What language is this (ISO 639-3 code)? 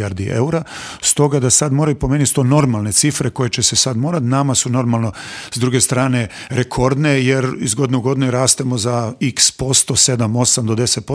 hrv